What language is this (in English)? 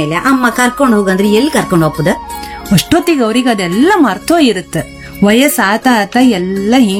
Kannada